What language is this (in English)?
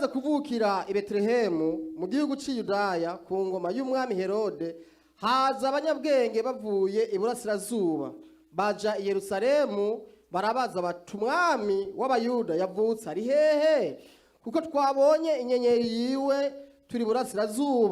Rundi